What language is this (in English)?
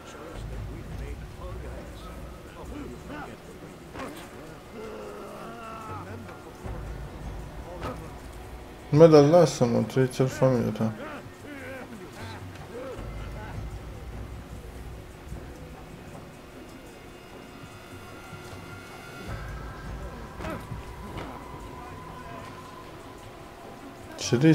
Romanian